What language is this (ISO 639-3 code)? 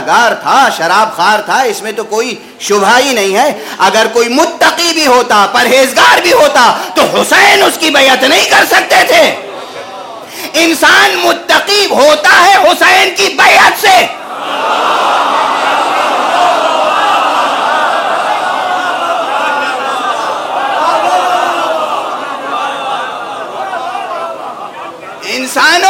urd